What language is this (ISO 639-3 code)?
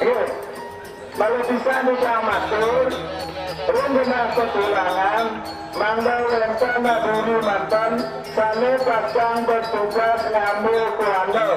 ban